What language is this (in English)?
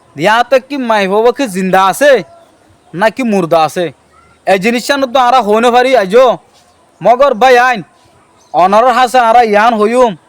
Rohingya